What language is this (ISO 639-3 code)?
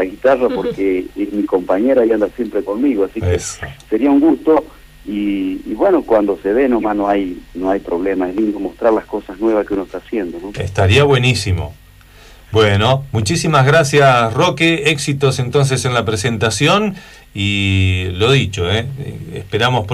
spa